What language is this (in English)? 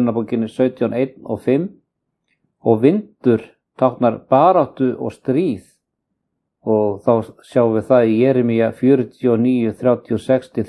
Icelandic